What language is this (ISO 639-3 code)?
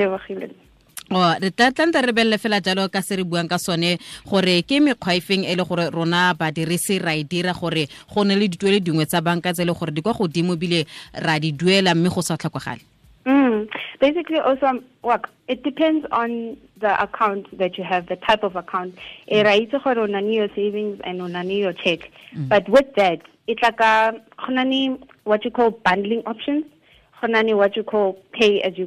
tsn